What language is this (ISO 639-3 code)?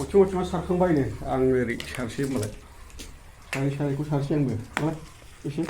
brx